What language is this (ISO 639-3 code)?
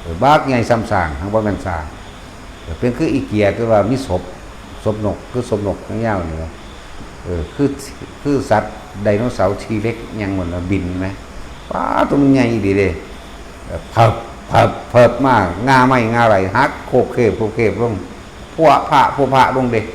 tts